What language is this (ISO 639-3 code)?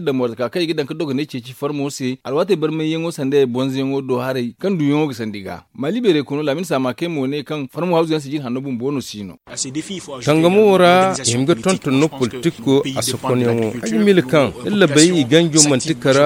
dje